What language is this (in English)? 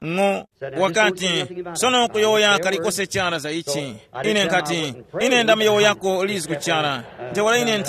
Tumbuka